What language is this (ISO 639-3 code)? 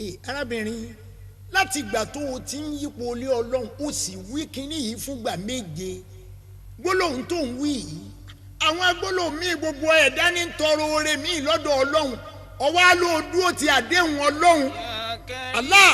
yor